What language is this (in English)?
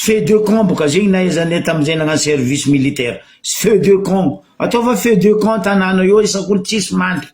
Malagasy